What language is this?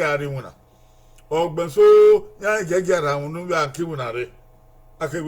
Bini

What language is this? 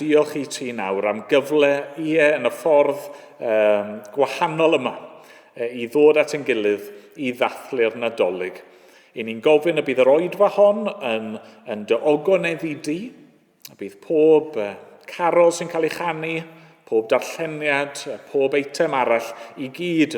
Welsh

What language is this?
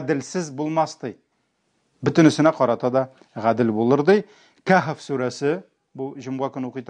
Tatar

